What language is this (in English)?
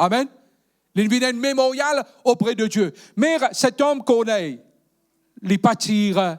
Morisyen